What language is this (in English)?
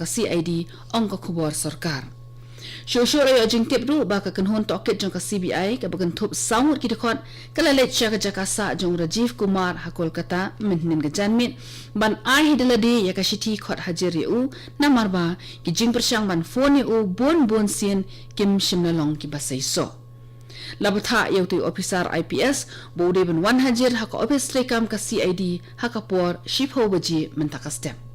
Khasi